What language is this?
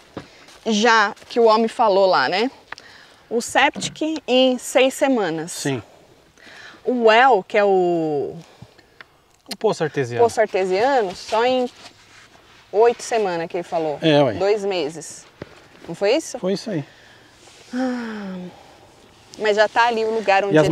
Portuguese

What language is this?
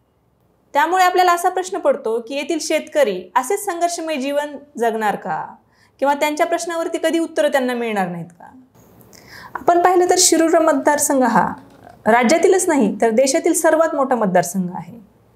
Marathi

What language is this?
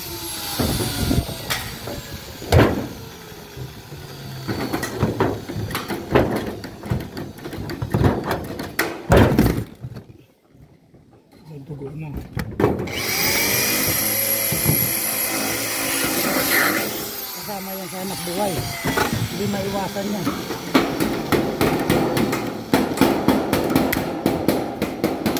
Filipino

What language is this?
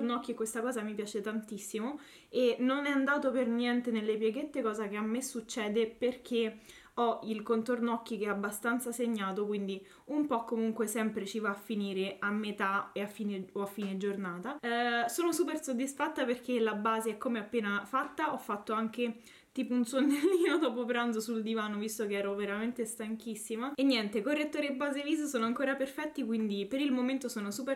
Italian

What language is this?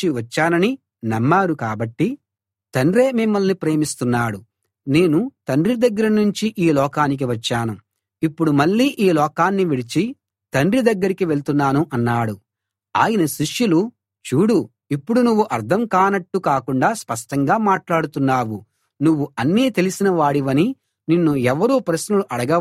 Telugu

